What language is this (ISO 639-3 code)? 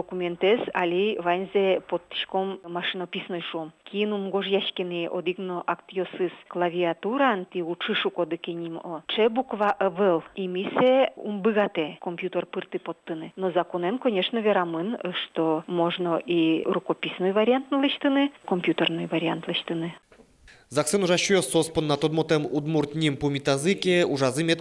udm